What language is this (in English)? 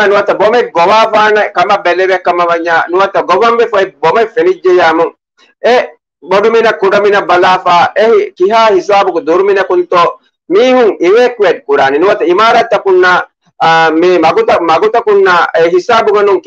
Divehi